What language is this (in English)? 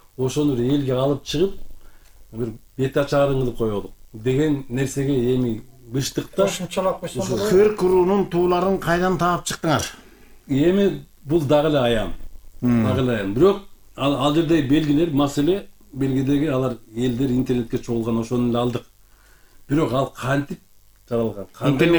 Kyrgyz